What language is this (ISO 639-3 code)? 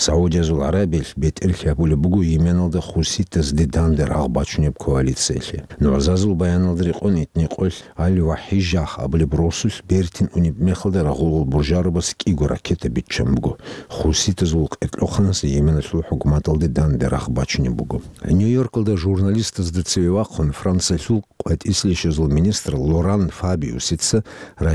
ava